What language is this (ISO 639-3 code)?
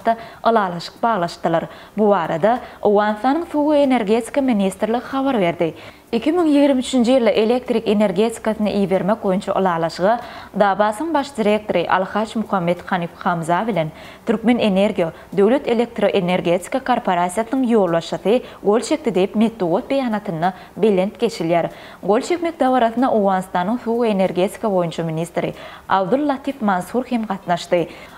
tuk